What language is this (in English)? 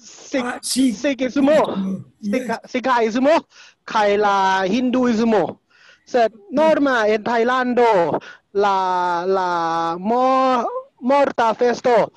Esperanto